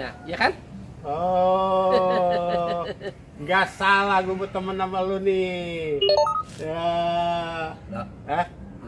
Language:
Betawi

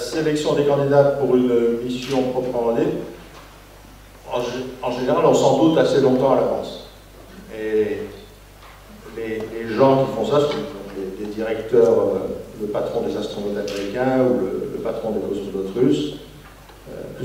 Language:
French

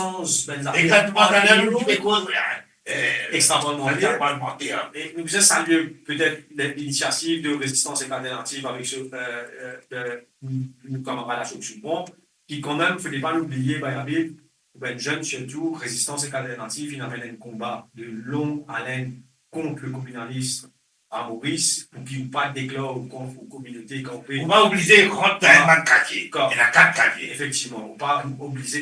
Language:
Morisyen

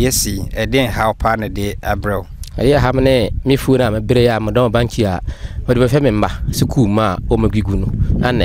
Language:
Akan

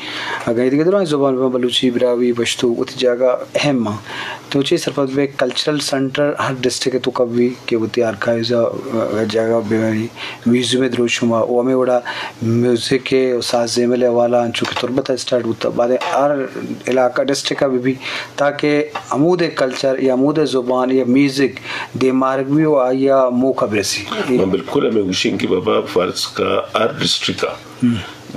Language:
Eastern Balochi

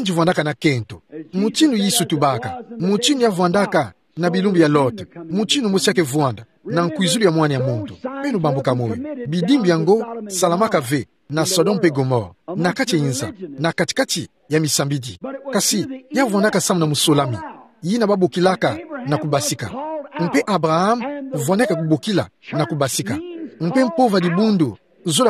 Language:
Kituba (Democratic Republic of Congo)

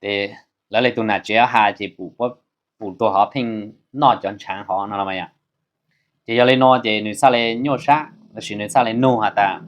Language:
Hmong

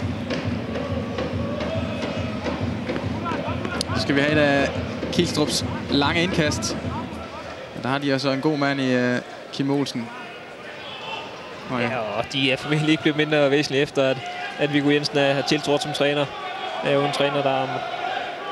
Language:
Danish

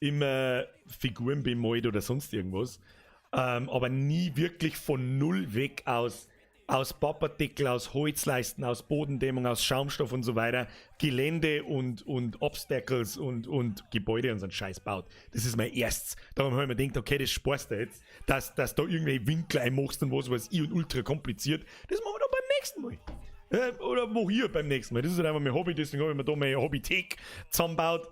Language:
Bavarian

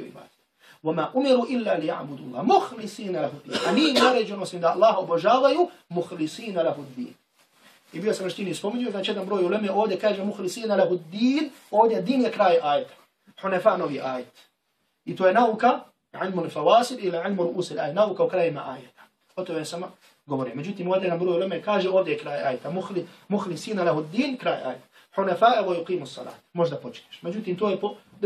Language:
Bosnian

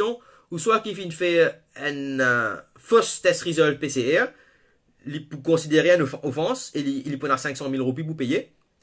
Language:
Morisyen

